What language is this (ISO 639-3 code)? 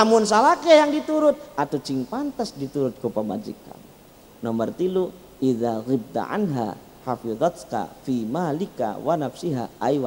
sun